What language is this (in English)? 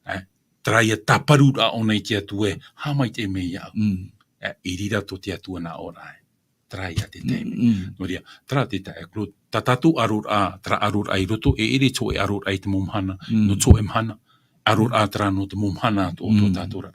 Tahitian